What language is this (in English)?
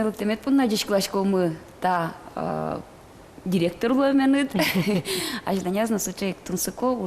Udmurt